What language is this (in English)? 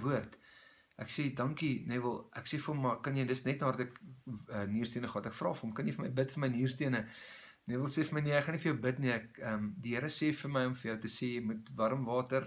Afrikaans